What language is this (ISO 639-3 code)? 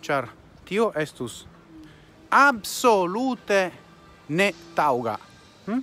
epo